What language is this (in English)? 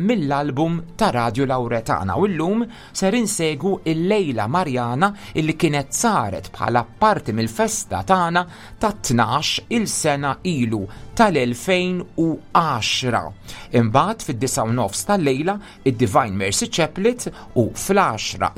Maltese